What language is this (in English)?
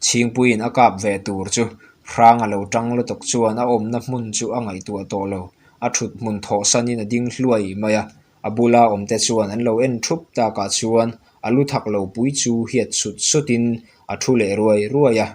Mizo